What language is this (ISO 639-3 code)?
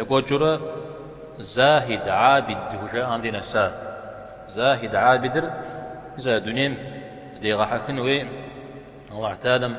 kbd